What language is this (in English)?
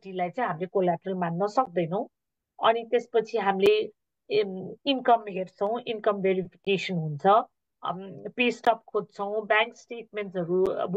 Nepali